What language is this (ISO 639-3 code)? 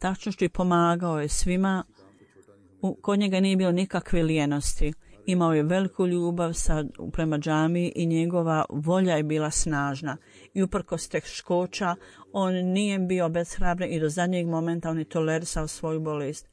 bos